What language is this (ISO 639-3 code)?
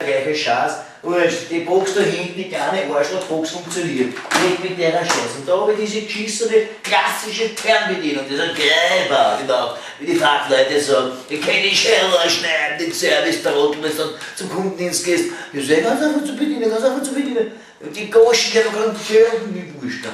bar